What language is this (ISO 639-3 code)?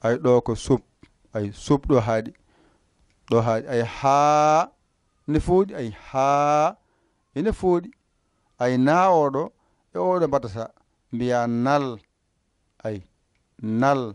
ful